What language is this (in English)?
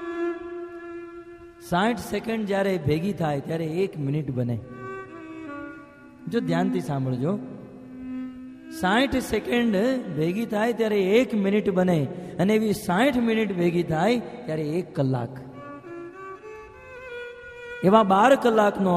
Gujarati